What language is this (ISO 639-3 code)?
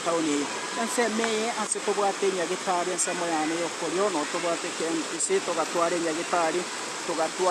guz